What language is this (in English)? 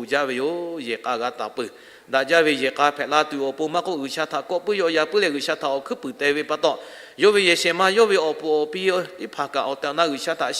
Lahu